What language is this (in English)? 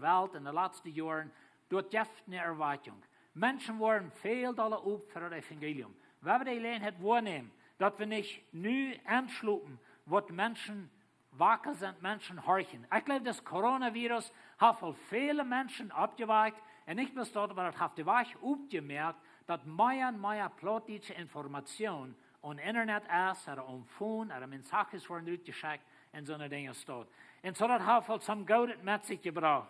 Plautdietsch